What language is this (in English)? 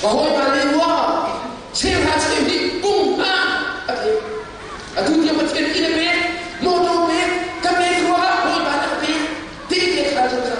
Hakha Chin